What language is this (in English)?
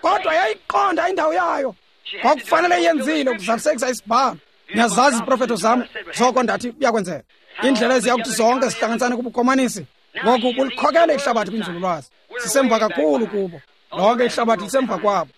Xhosa